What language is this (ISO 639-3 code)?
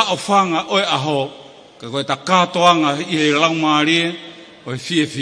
ton